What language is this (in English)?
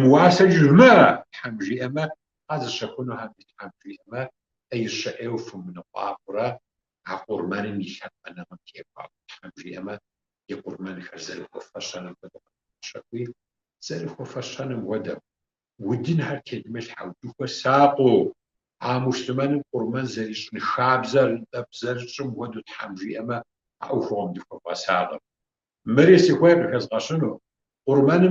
Kabardian